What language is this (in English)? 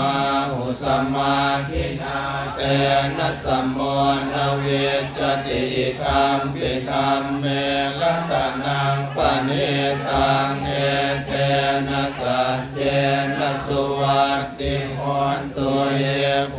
Pali